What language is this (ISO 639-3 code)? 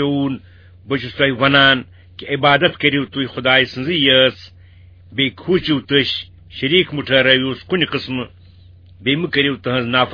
kas